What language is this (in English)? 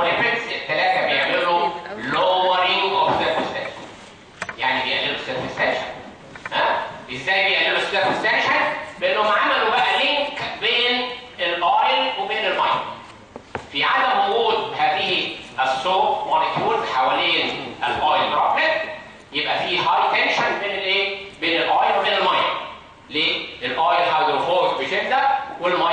Egyptian Arabic